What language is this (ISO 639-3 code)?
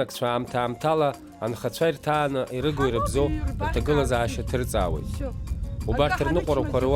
abk